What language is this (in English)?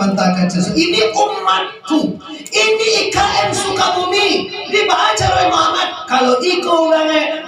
Minangkabau